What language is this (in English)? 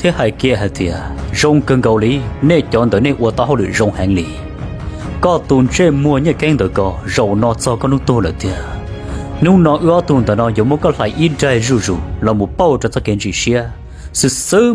Hmong